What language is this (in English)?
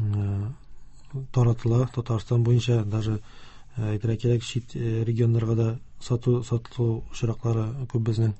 Tatar